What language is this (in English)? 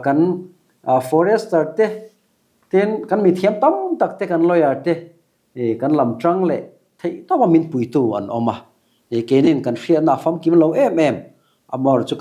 Mizo